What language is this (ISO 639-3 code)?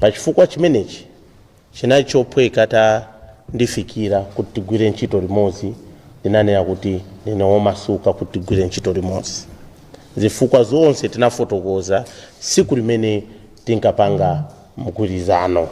nya